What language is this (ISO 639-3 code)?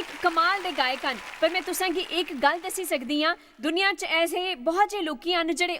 doi